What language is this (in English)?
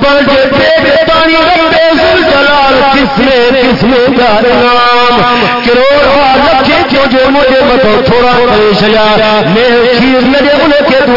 Saraiki